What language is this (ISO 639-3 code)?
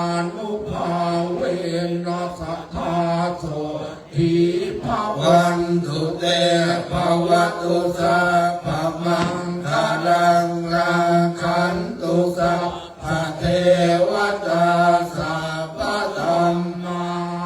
pli